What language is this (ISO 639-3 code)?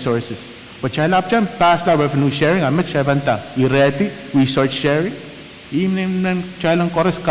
pon